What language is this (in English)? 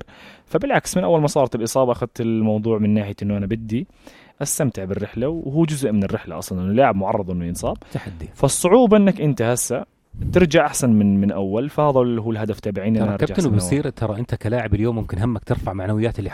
North Levantine Arabic